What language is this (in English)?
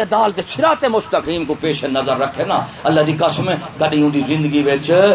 Saraiki